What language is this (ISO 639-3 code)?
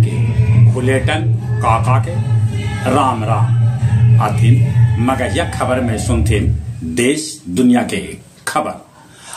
mag